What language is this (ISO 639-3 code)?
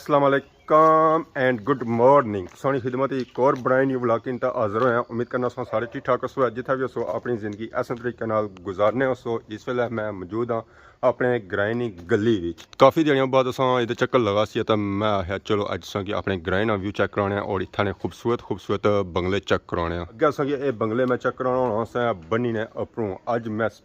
phr